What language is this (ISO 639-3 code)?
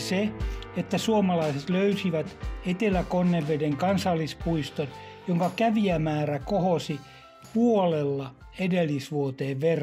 fin